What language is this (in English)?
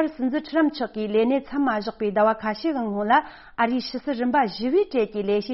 Tibetan